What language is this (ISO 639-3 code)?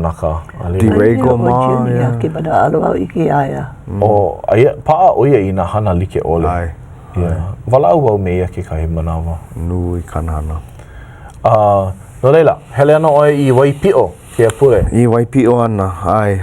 haw